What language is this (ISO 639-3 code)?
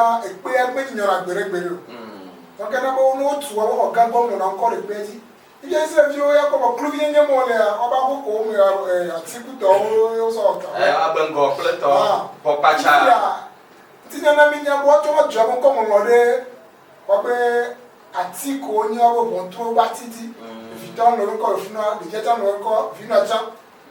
ewe